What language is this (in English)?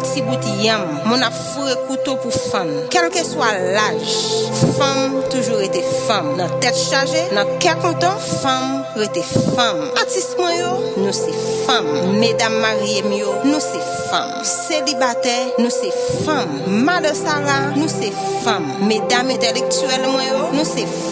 Haitian Creole